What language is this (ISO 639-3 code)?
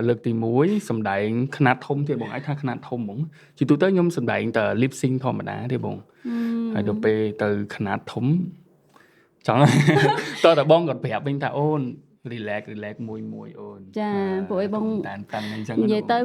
khm